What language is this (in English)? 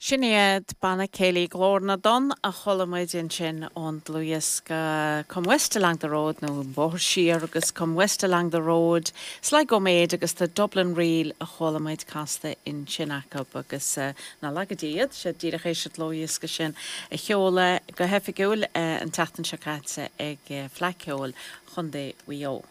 Irish